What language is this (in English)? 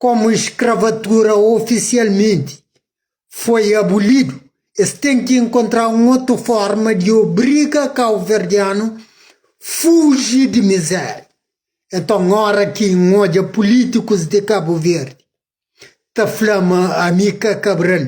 Kabuverdianu